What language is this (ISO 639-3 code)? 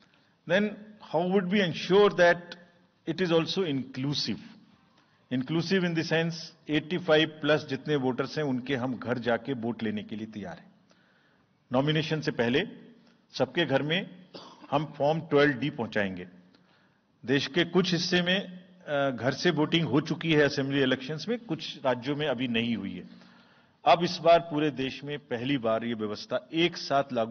hin